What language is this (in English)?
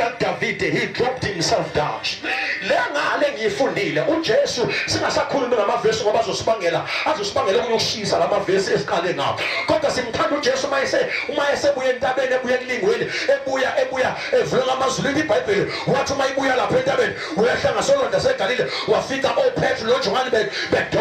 Zulu